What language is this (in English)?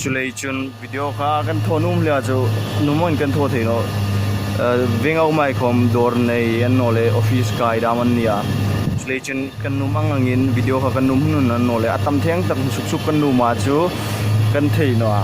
Hmar